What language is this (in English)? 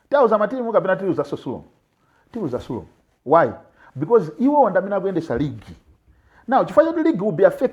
Nyanja